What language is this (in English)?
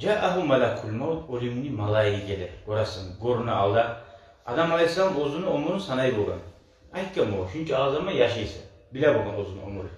Kumyk